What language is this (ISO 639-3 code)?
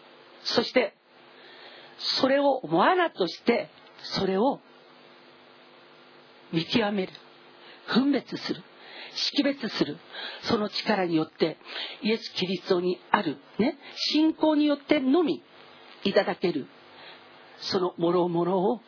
jpn